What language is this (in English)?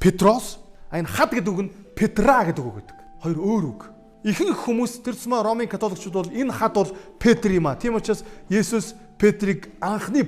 Mongolian